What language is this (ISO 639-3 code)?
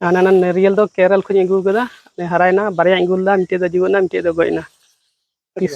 sat